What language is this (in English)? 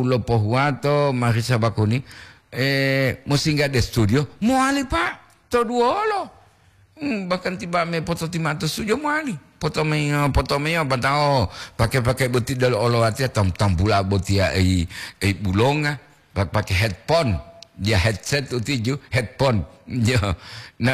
Gorontalo